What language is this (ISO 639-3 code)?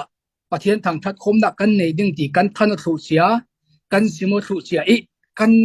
cfm